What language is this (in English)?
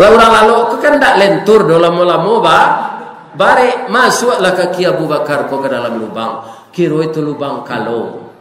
Minangkabau